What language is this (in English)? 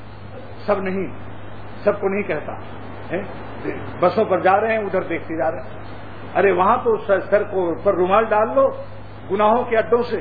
Urdu